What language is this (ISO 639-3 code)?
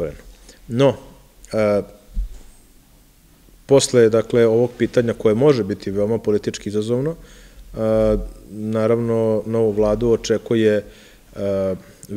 srp